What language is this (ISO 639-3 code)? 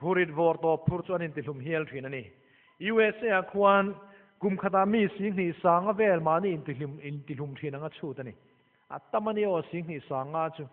lus